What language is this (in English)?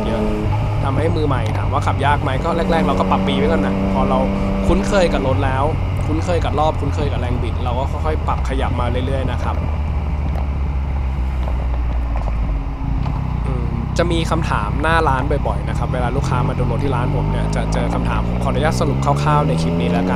Thai